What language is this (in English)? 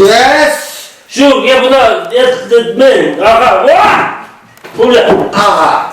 Chuvash